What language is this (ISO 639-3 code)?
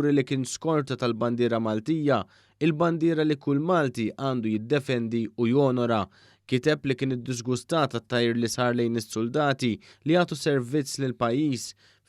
mlt